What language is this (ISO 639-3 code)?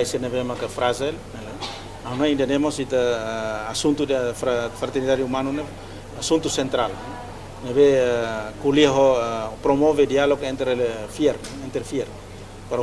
tet